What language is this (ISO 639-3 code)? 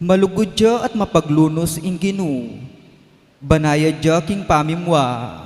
pam